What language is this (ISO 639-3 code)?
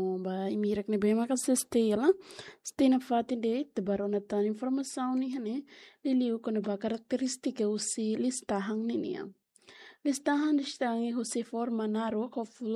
tet